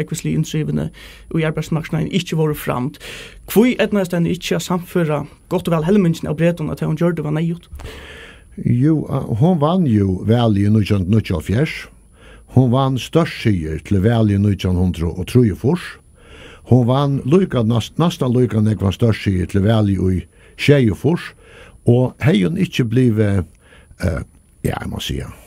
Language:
Faroese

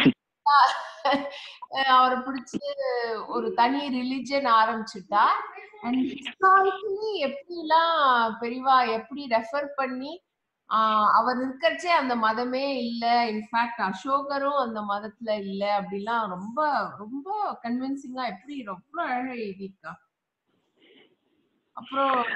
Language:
Tamil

